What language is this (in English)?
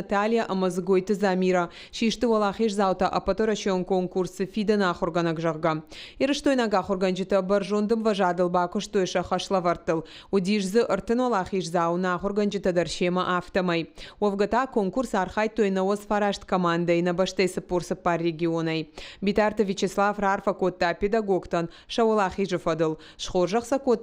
Ossetic